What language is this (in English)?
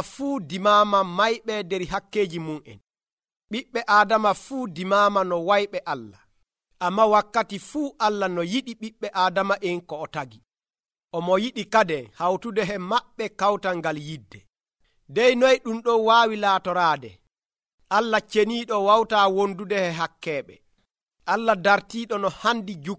Nigerian Fulfulde